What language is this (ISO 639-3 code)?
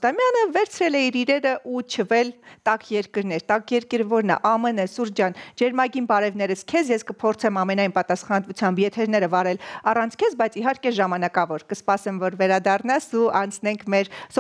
hye